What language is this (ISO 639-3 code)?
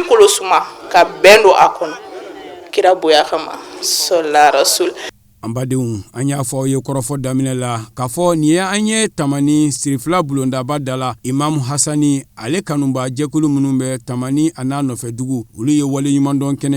bam